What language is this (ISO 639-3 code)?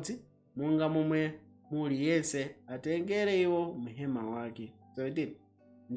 nya